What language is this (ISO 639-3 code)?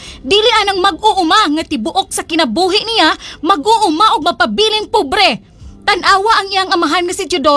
ceb